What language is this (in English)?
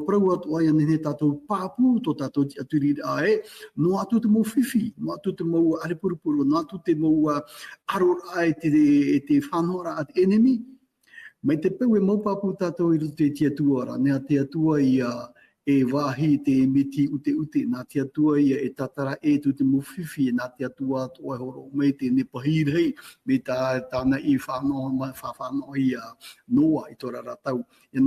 Tahitian